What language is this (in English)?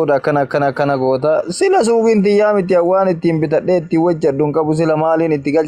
Oromo